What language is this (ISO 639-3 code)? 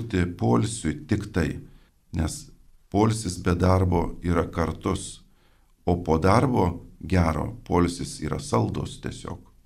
lit